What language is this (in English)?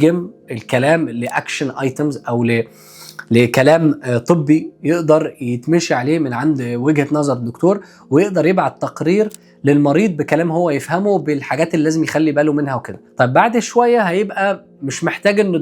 Egyptian Arabic